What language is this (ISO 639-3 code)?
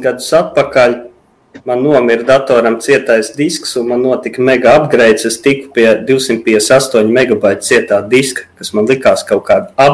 lav